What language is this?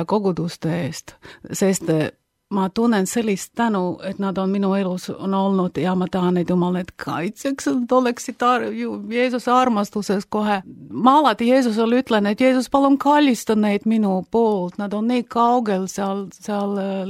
Estonian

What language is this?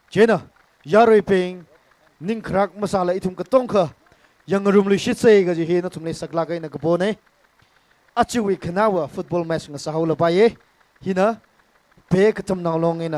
Tangkhul Naga (India)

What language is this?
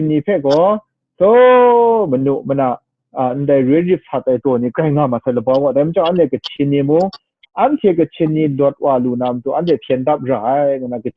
Kachin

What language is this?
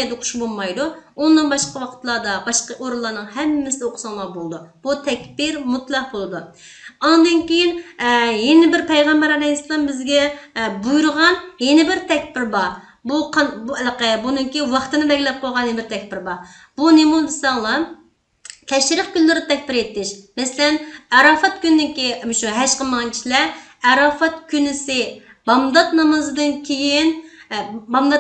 Uyghur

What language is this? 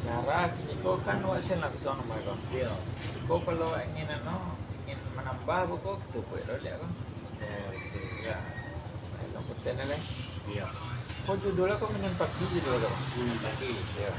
Minangkabau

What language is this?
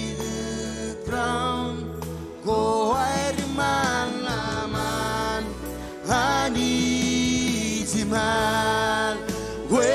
Marshallese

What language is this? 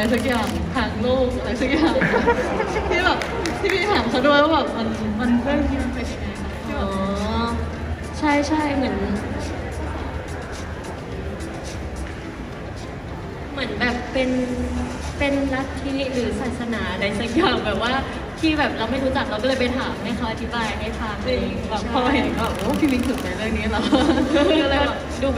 Thai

